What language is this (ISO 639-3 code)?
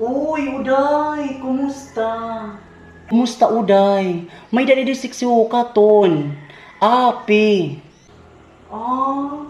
war